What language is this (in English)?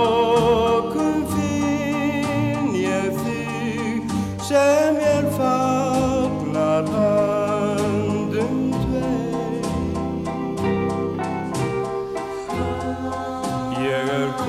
Icelandic